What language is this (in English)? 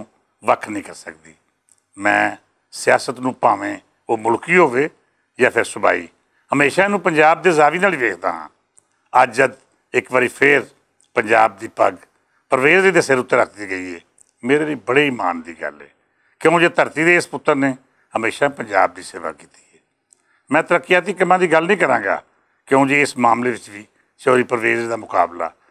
Western Panjabi